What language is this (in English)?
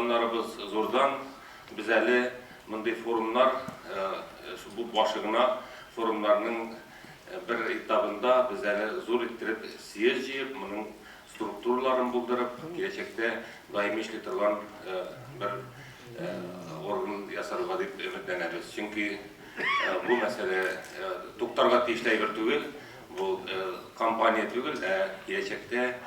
Tatar